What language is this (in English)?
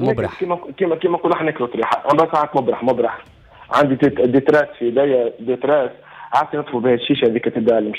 Tunisian Arabic